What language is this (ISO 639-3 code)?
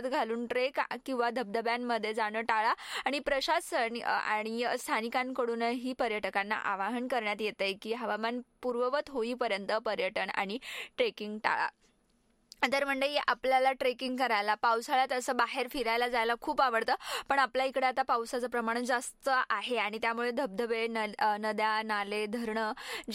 mar